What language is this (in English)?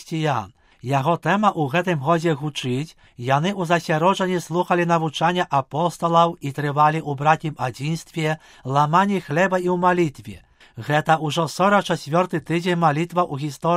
Belarusian